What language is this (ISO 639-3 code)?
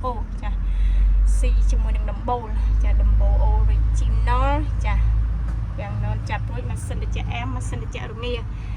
khm